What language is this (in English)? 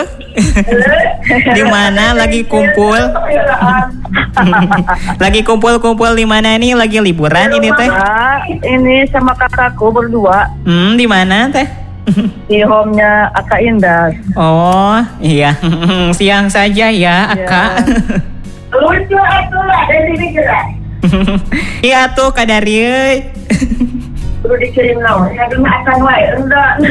Indonesian